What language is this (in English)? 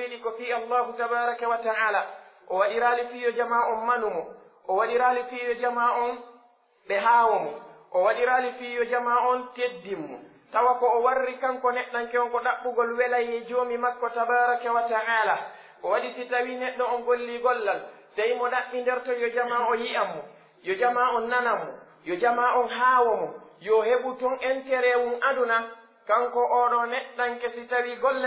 Pular